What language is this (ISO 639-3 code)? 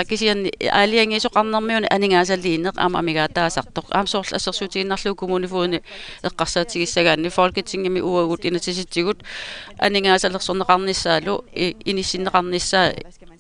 kal